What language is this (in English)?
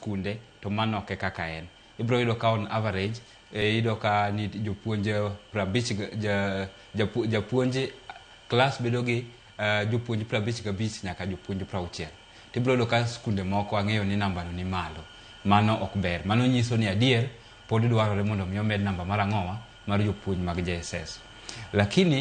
Luo (Kenya and Tanzania)